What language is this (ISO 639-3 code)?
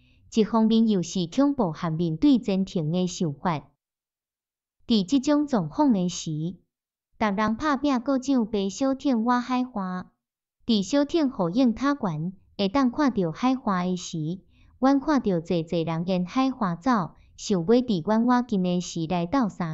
nan